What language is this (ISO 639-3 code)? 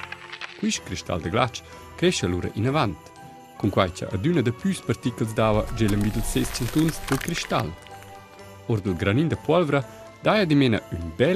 roh